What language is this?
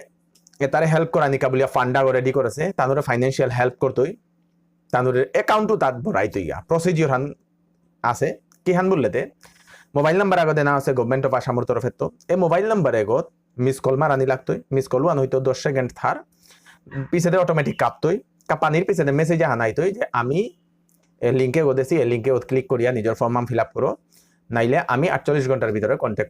Bishnupriya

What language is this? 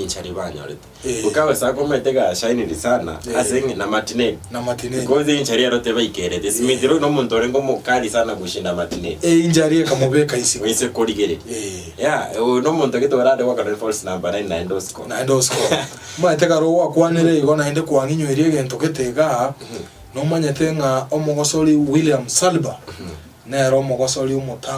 Gusii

